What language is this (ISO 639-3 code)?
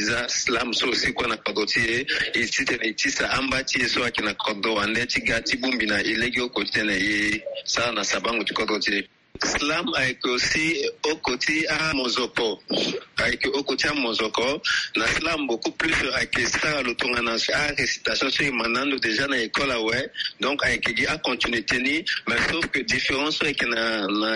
sag